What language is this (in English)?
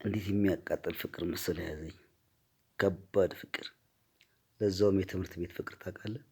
Amharic